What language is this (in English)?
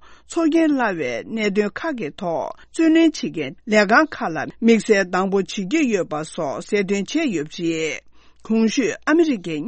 Tibetan